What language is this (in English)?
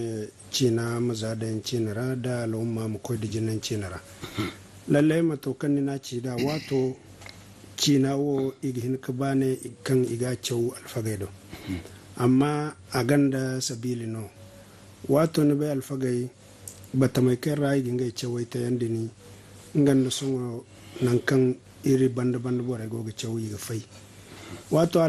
Zarma